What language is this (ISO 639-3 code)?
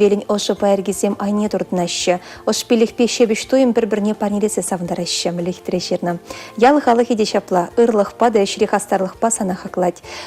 chv